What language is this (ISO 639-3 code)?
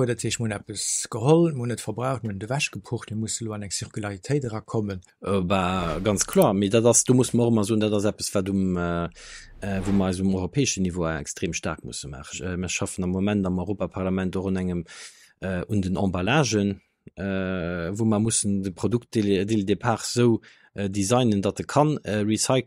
ltz